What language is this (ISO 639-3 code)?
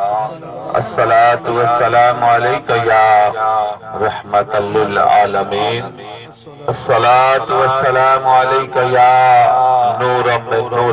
skr